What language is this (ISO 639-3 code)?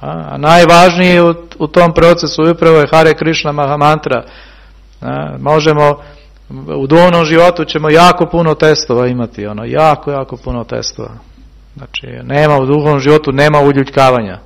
srp